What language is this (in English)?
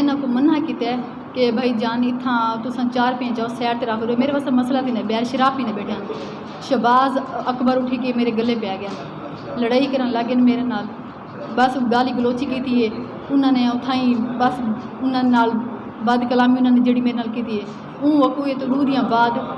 Saraiki